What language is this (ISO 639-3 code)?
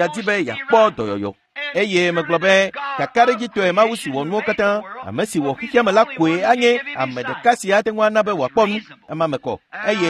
ewe